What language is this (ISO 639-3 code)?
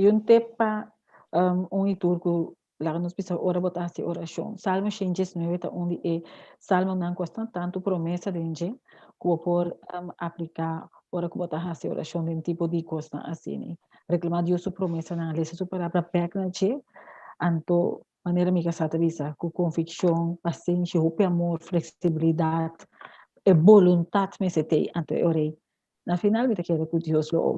pap